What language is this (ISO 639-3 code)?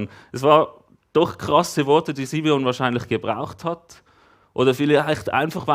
gsw